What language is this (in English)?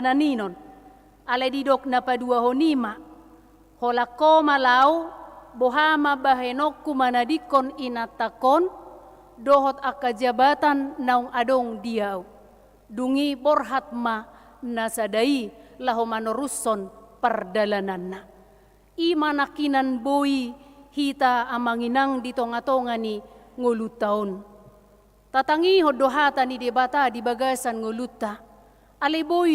Batak Toba